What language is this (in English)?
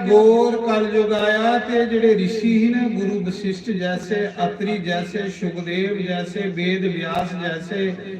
Dogri